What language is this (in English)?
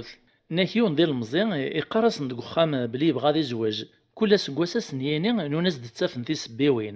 Kabyle